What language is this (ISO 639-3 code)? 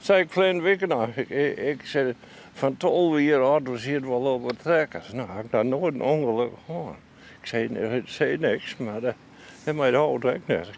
fry